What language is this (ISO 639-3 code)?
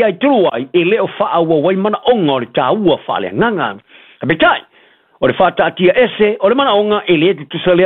smo